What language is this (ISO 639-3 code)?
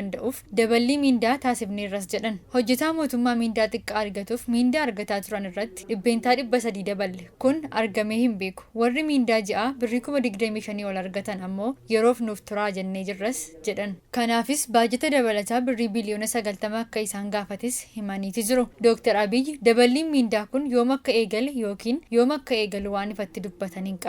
orm